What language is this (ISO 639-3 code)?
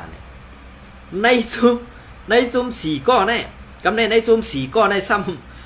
shn